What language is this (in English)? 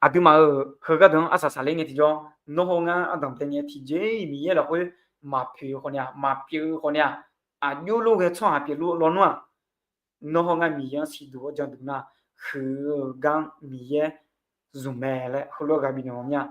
Akha